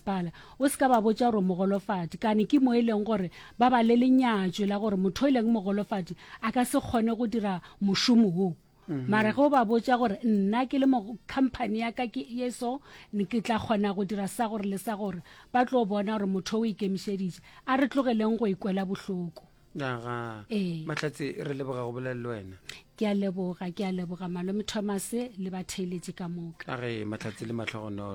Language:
Northern Sotho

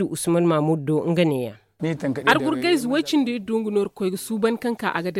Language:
Zarma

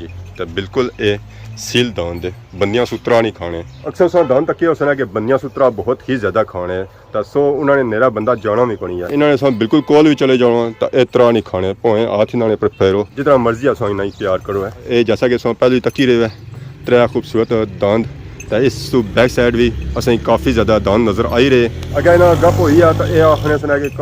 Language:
Pahari-Potwari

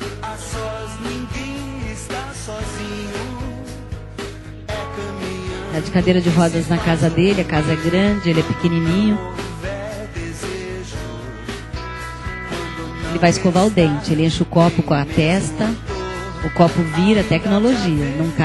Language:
Portuguese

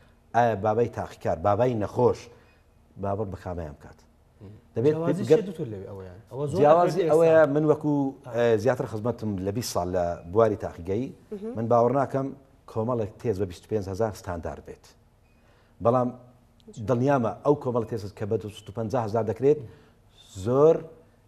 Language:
Central Kurdish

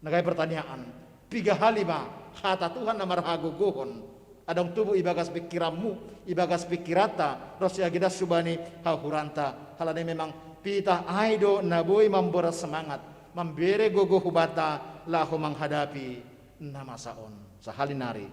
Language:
Batak Simalungun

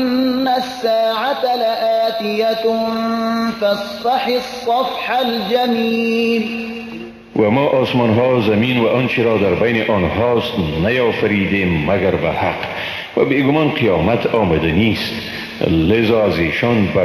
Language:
Persian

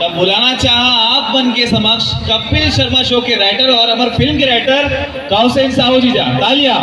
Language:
Chhattisgarhi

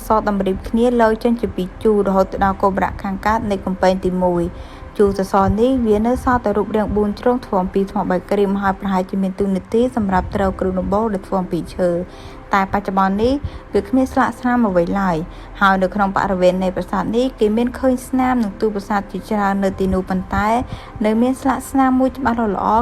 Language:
Khmer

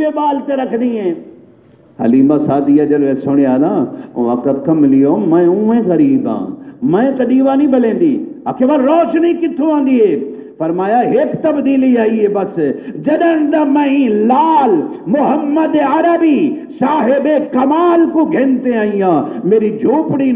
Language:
Saraiki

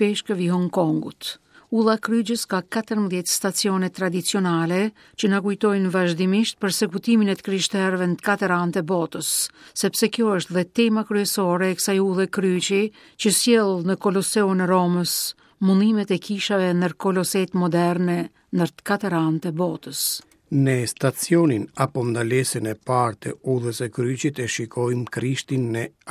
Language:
Albanian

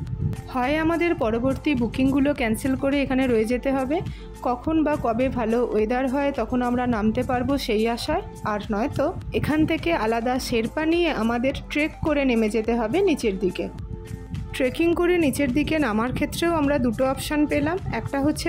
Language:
Bangla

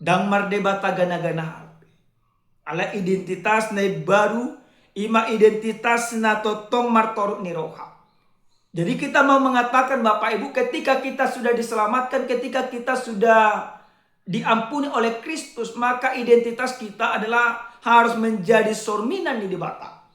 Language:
Batak Toba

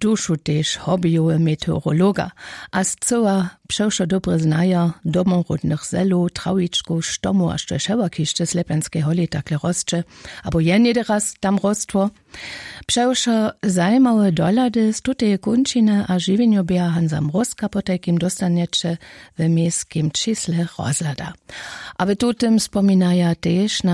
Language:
Upper Sorbian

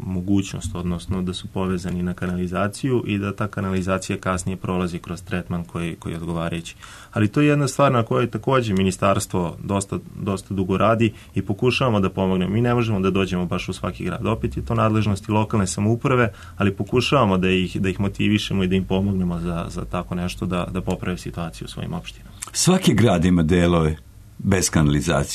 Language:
Serbian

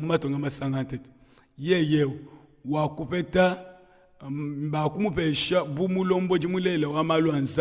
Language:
Luba-Lulua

